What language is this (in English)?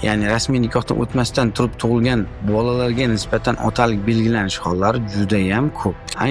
Uzbek